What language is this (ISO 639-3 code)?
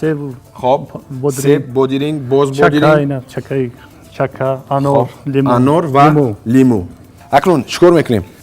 tgk